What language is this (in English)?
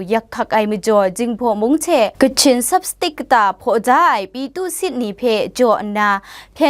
Kachin